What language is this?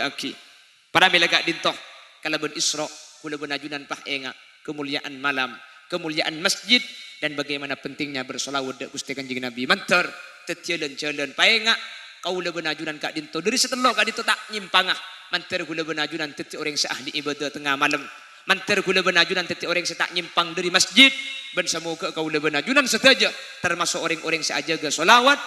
Madurese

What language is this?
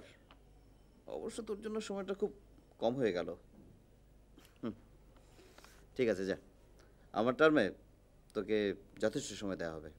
Bangla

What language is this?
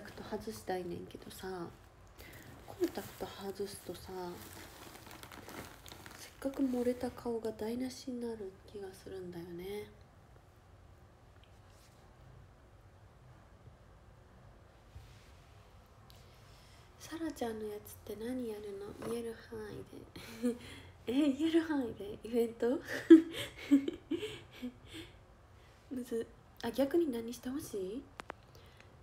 Japanese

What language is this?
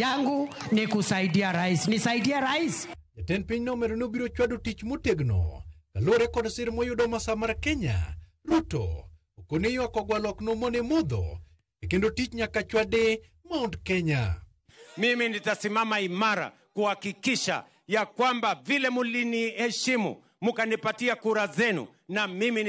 Luo (Kenya and Tanzania)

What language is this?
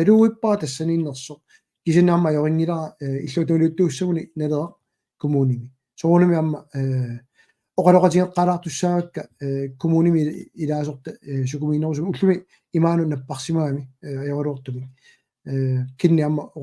Kalaallisut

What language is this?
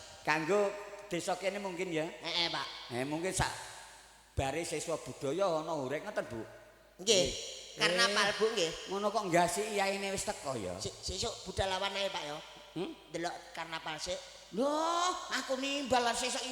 Javanese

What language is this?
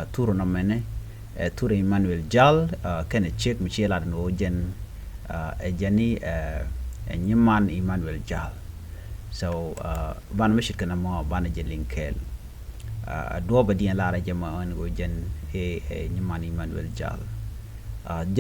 Nuer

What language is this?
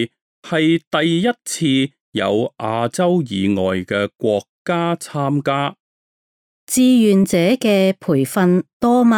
Cantonese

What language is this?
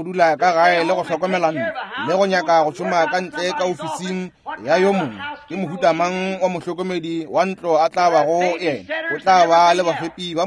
Northern Sotho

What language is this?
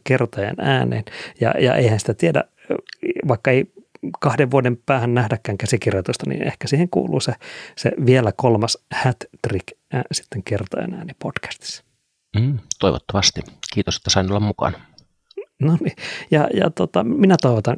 Finnish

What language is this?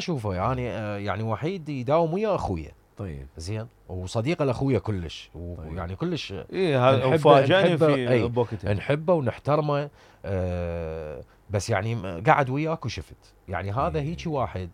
Mesopotamian Arabic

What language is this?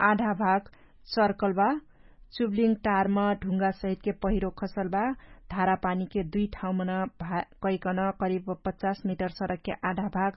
Dangaura Tharu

